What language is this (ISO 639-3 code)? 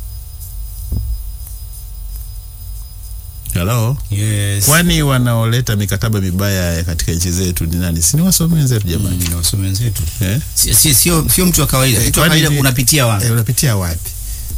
swa